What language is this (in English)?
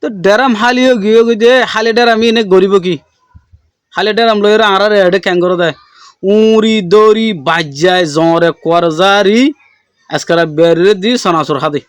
Rohingya